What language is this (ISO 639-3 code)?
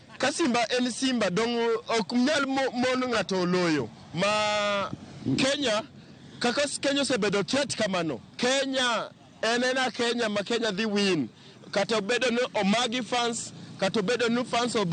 luo